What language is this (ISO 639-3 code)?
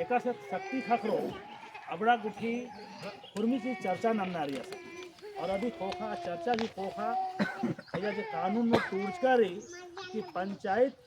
kru